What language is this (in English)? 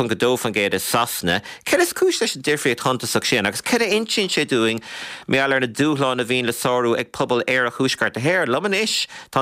Irish